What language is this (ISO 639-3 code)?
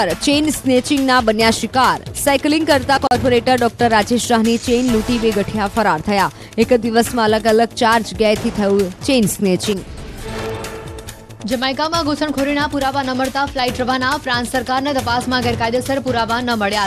guj